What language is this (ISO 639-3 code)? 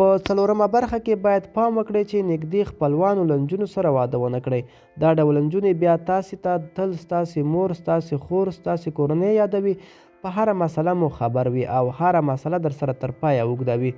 pus